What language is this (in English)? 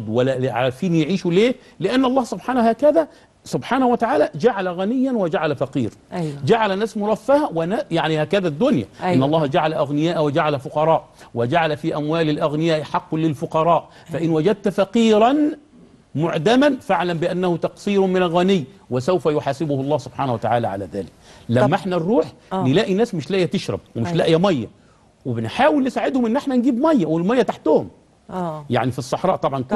Egyptian Arabic